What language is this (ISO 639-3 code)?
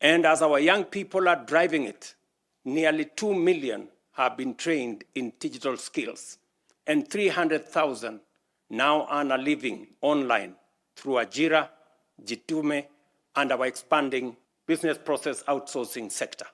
mer